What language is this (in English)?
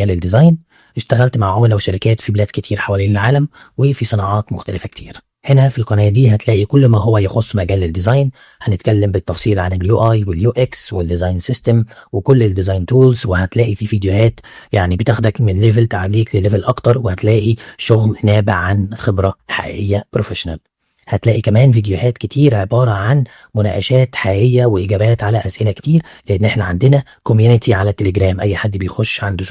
Egyptian Arabic